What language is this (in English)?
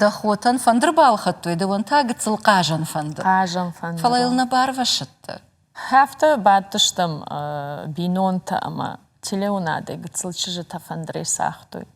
Ossetic